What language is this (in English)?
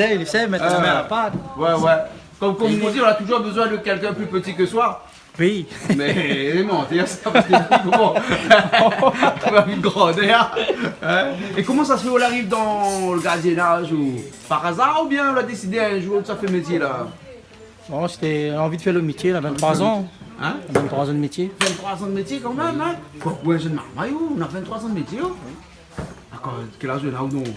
Réunion Creole French